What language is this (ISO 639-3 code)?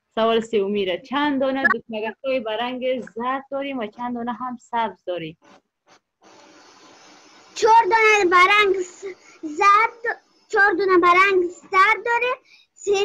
fas